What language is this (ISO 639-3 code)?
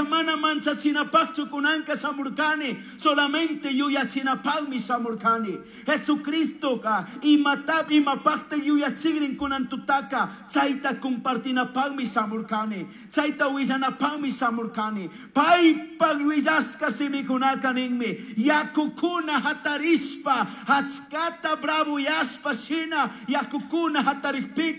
qug